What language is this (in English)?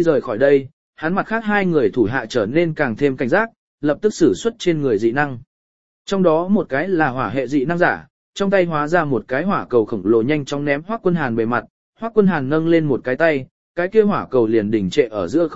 Vietnamese